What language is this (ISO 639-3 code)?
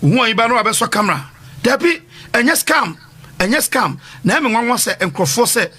aka